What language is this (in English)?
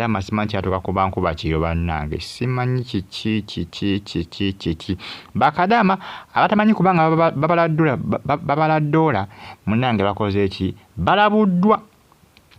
Ganda